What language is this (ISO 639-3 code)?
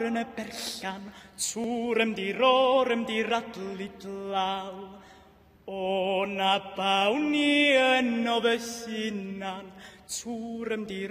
cym